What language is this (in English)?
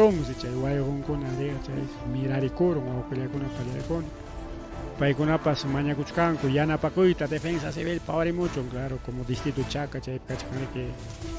Ayacucho Quechua